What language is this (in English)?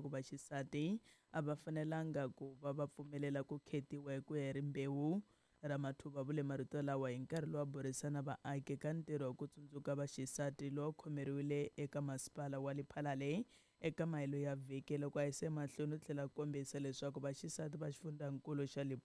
Tsonga